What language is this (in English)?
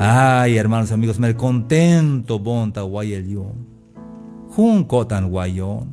Tzeltal